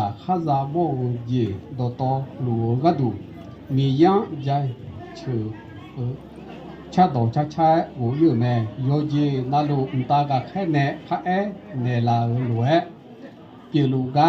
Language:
Akha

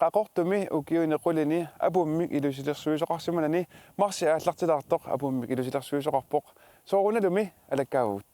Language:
Kalaallisut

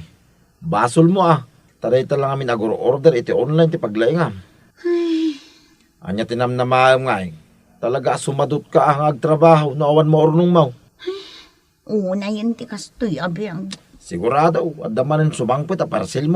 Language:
Iloko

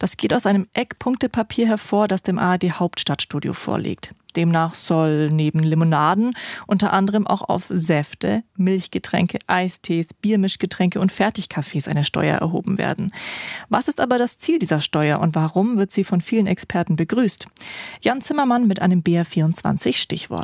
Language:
German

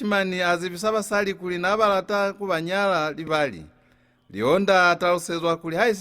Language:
Lozi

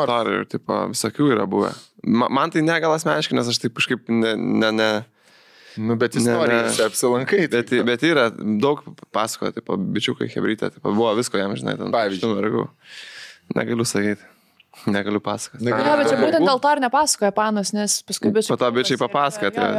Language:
Lithuanian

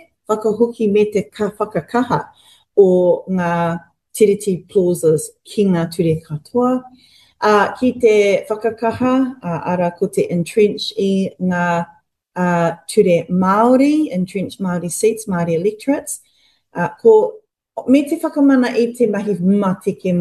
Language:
Māori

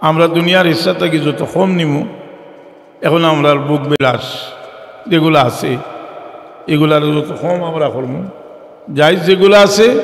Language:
Sylheti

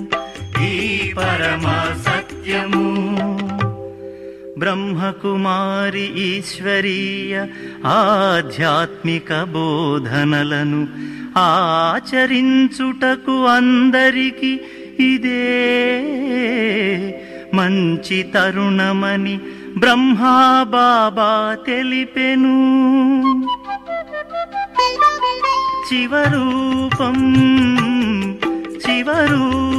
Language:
Telugu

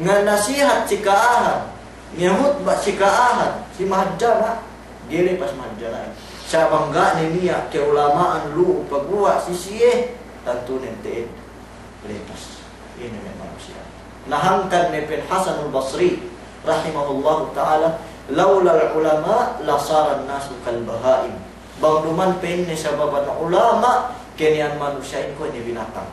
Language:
Yakan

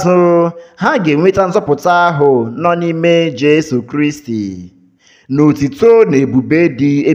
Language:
Igbo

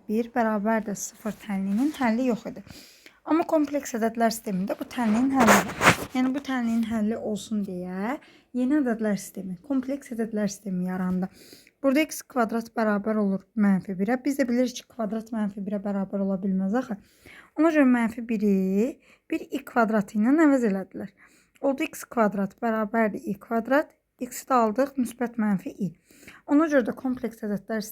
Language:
Azerbaijani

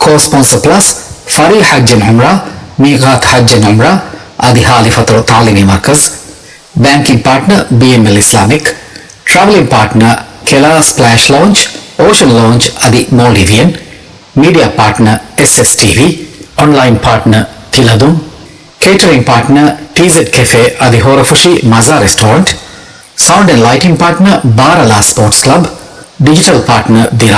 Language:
Divehi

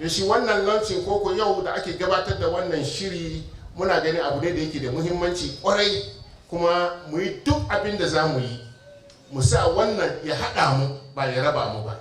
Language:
Hausa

